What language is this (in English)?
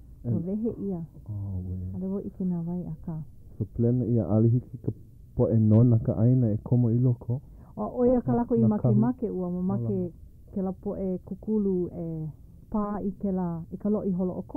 Hawaiian